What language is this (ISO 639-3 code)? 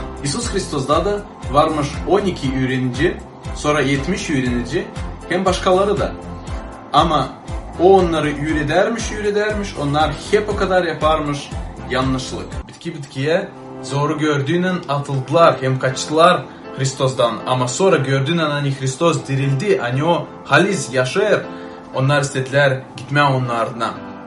gag